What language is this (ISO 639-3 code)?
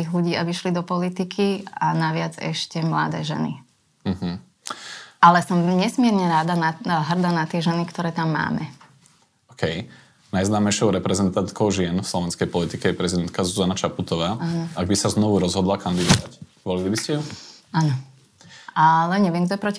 slk